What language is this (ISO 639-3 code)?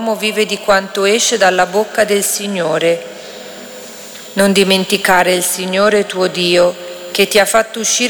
ita